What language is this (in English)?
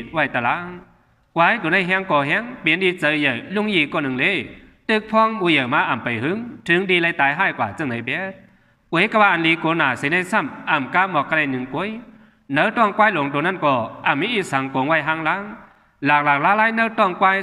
Shan